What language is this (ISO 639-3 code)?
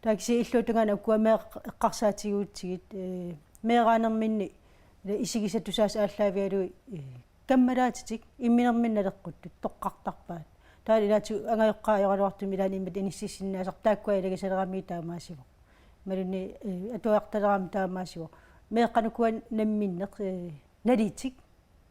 kal